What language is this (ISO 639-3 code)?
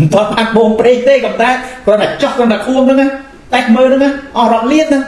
khm